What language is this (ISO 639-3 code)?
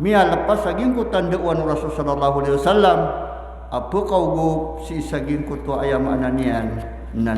mrw